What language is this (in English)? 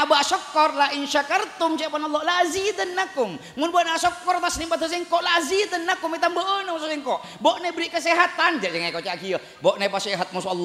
Madurese